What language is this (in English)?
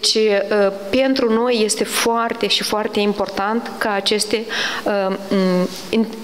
Romanian